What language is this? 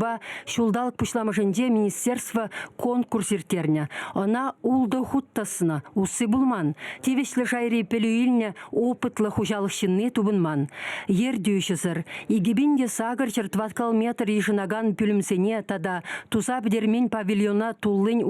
Chuvash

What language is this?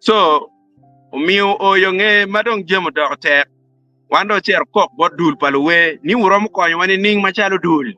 Acoli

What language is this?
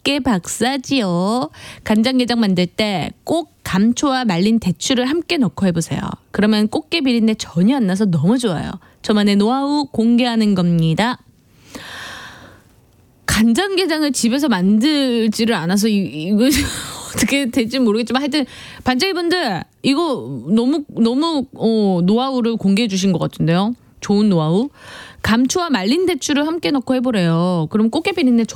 Korean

